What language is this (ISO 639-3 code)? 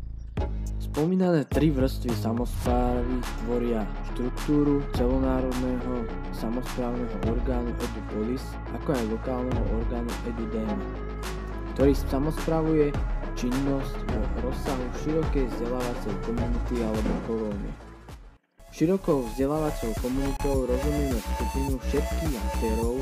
slk